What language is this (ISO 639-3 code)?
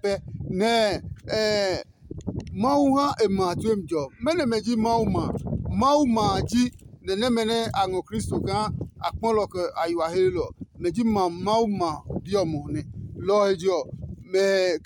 ada